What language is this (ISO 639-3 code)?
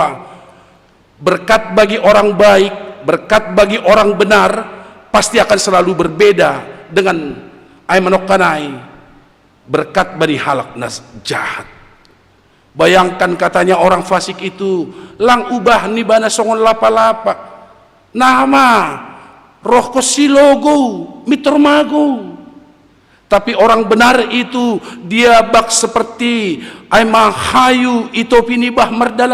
bts